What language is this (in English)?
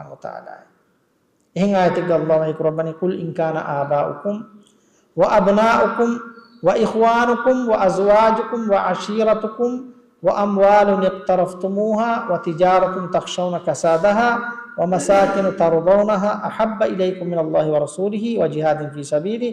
Divehi